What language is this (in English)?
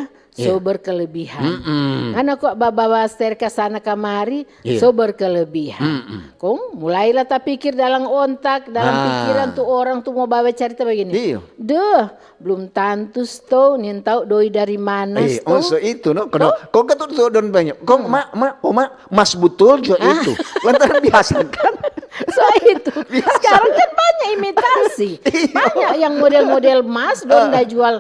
Manado Malay